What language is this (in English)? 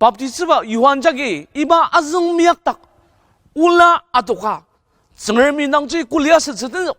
Ao Naga